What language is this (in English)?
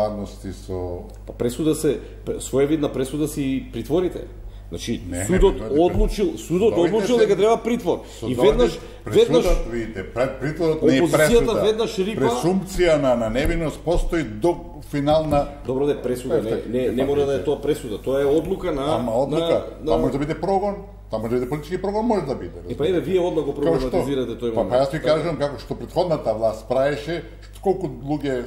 Macedonian